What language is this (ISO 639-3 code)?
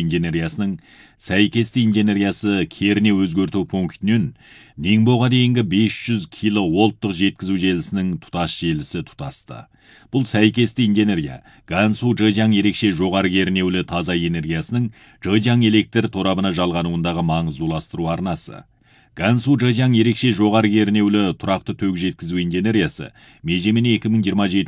kaz